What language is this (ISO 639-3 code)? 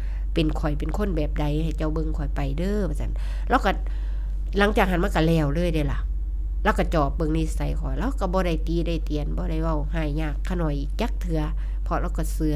tts